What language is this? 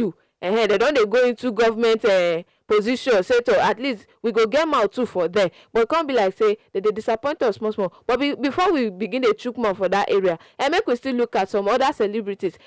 Nigerian Pidgin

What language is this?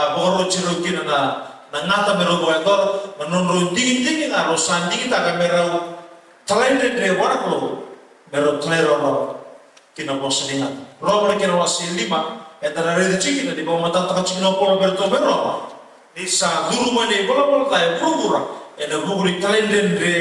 Fijian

